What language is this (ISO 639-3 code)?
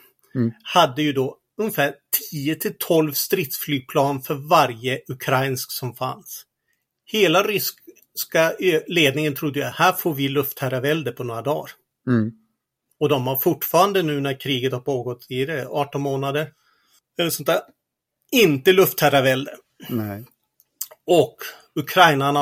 swe